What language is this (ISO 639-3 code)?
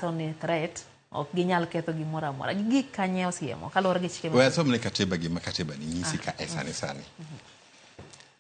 luo